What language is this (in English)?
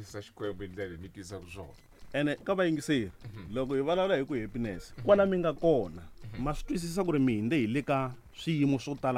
Tsonga